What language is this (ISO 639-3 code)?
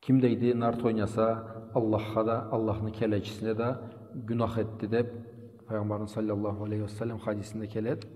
krc